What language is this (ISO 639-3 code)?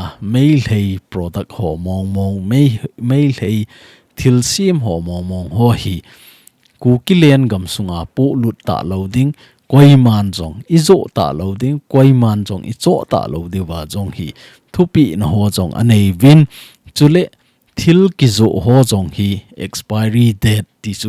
tcz